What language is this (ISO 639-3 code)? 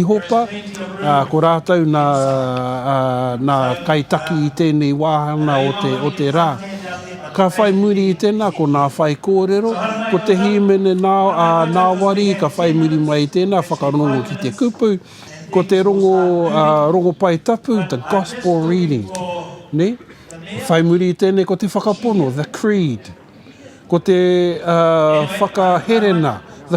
mri